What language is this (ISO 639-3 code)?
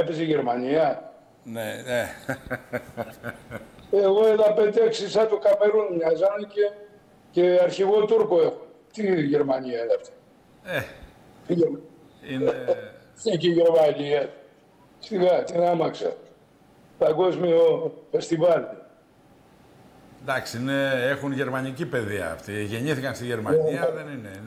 ell